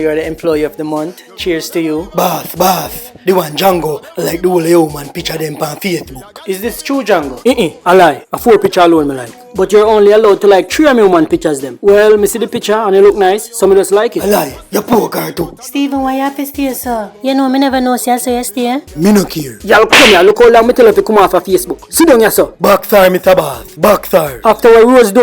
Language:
Jamaican Creole English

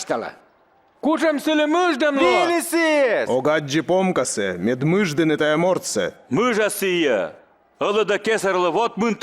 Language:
Komi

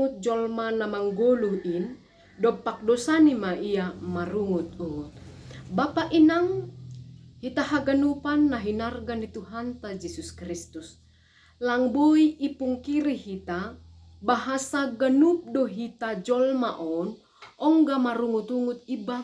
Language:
Batak Simalungun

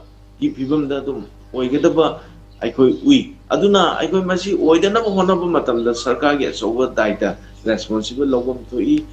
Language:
Manipuri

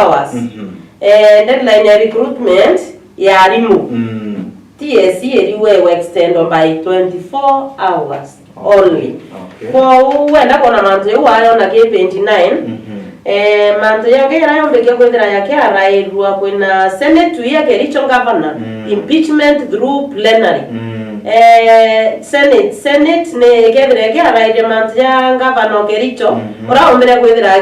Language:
Meru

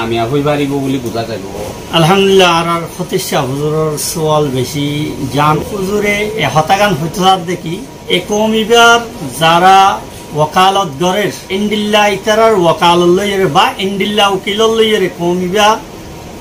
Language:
Rohingya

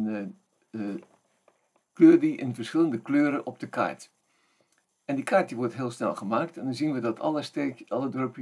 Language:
Dutch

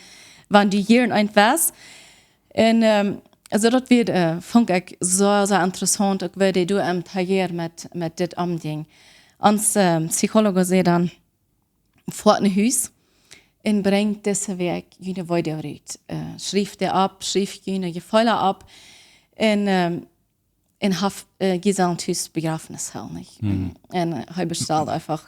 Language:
Plautdietsch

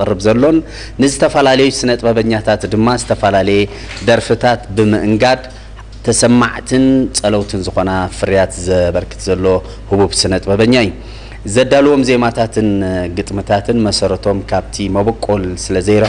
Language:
Tigrinya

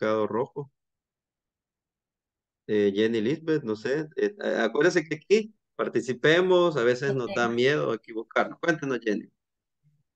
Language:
Spanish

